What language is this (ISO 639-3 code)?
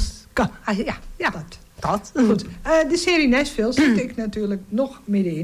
nld